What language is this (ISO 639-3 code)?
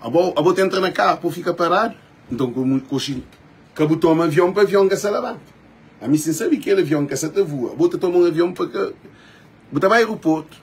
kea